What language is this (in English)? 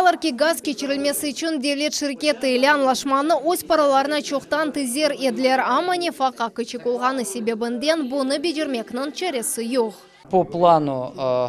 Crimean Tatar